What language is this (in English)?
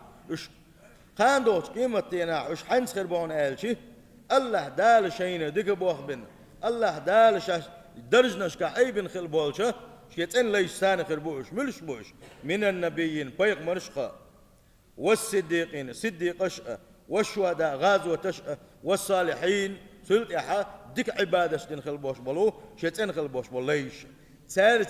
Chechen